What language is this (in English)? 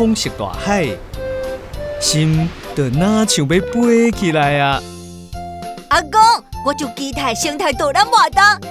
Min Nan Chinese